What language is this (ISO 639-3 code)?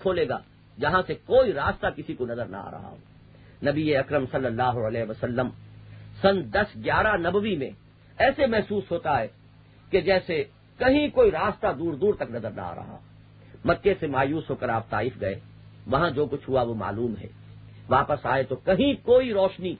urd